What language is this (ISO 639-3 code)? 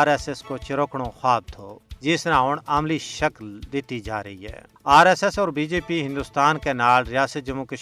gju